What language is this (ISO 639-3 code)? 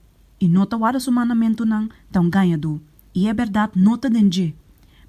pap